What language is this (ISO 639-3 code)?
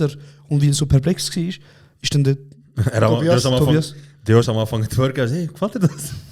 gsw